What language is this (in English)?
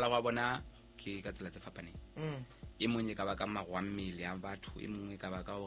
Southern Sotho